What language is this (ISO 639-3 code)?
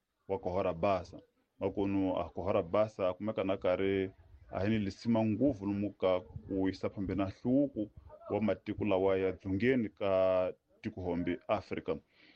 tso